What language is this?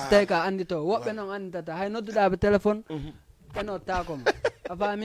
Fula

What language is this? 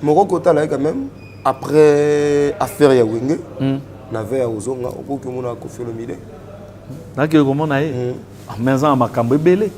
Lingala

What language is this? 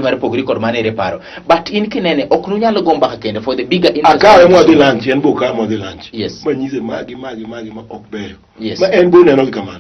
Luo (Kenya and Tanzania)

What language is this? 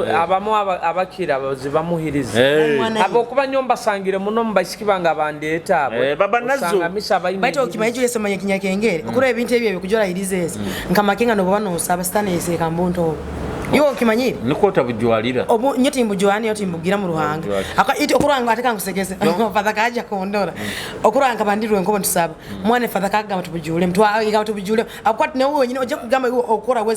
Nyoro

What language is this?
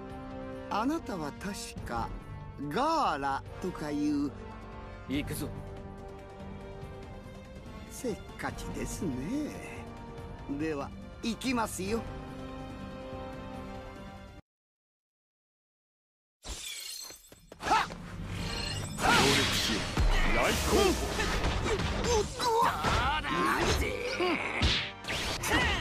Japanese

